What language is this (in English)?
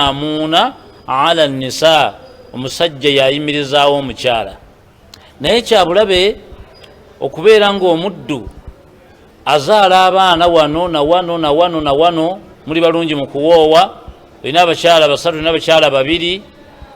Ganda